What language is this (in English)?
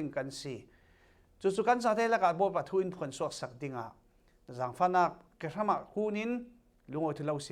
Falam Chin